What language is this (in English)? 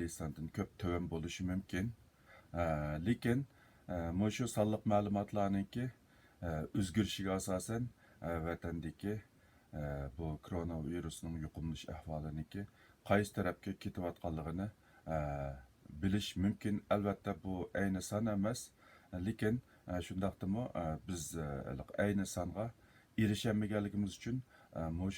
Uyghur